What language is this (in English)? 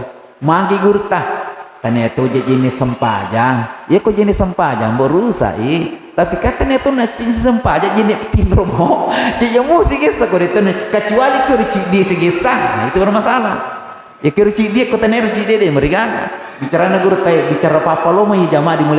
Buginese